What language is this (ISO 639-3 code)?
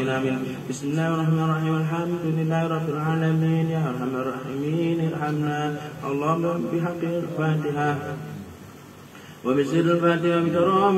ind